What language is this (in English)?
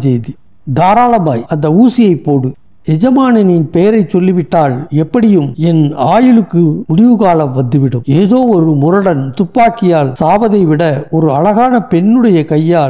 Tamil